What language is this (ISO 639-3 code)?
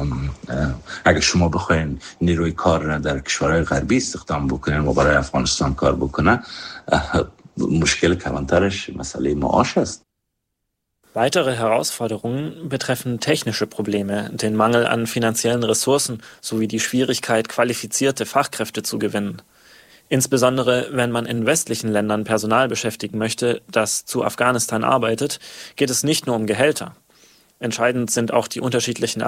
fas